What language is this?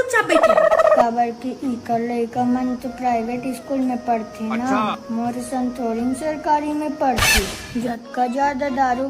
Chhattisgarhi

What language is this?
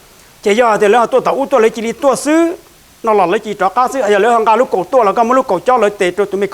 Hmong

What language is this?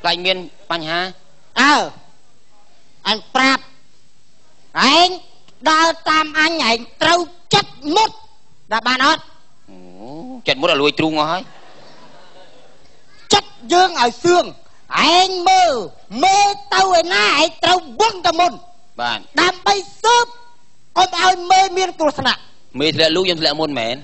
Khmer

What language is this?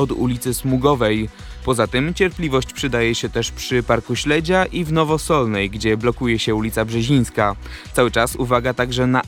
Polish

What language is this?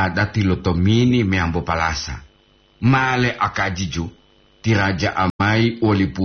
Gorontalo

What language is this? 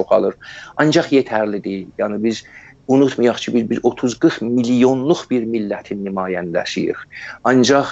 South Azerbaijani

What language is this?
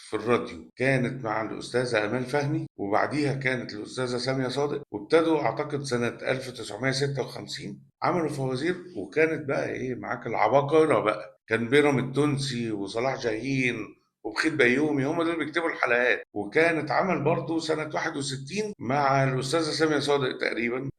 Egyptian Arabic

